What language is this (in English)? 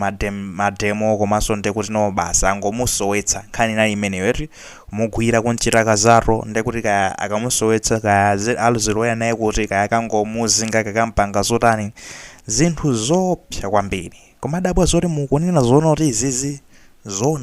Nyanja